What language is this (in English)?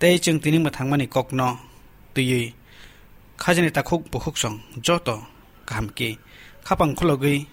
Kok Borok